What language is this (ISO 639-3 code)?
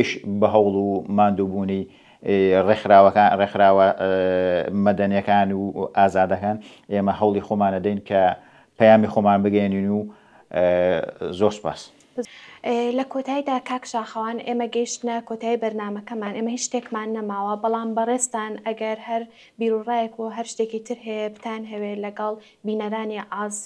ckb